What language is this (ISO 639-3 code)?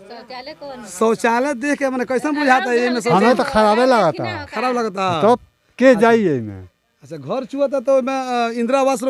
bho